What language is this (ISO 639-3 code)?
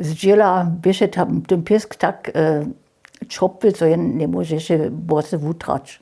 hsb